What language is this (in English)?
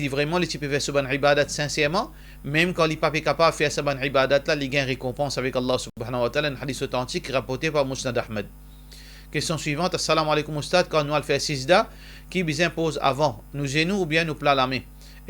Morisyen